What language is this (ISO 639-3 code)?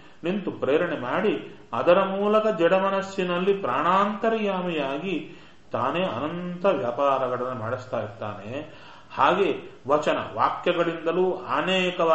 kan